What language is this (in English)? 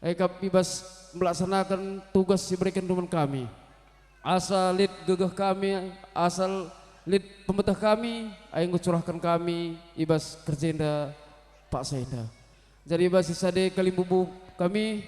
Batak Karo